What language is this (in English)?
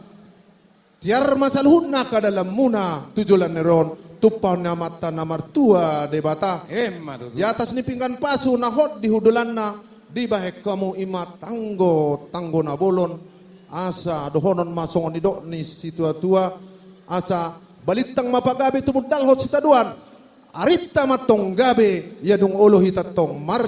Batak Toba